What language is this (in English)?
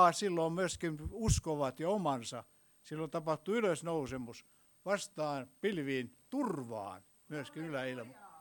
Finnish